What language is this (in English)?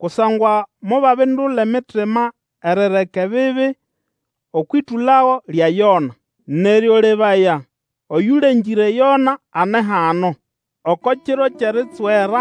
Nande